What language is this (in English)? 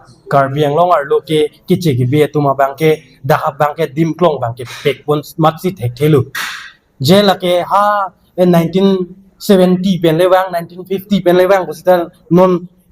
Karbi